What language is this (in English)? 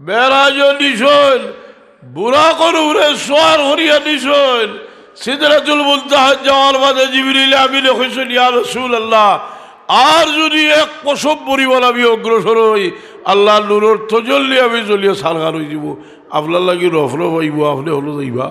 Sylheti